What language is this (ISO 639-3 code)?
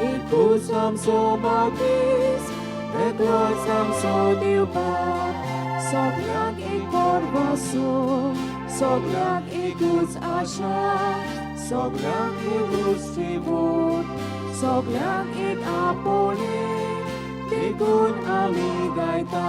kok